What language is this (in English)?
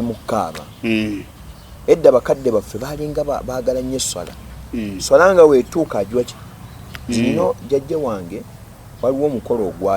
Ganda